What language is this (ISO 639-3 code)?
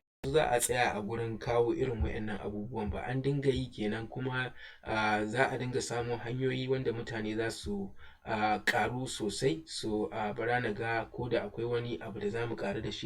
hau